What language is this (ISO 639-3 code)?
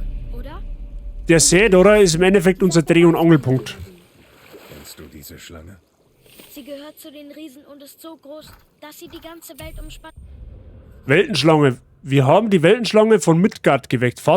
bar